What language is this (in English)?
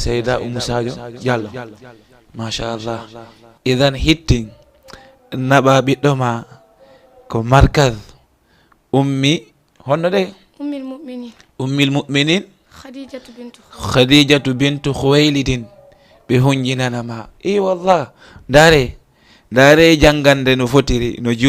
Fula